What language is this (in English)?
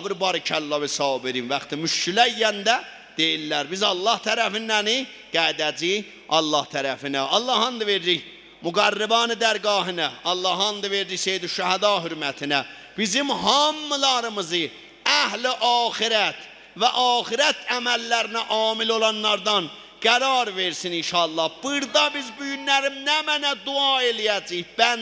South Azerbaijani